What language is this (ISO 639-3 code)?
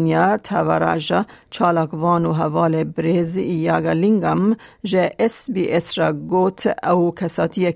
kur